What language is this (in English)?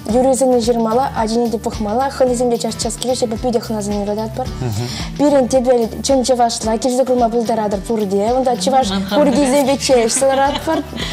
Chuvash